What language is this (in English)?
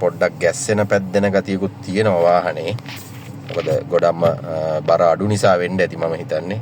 Sinhala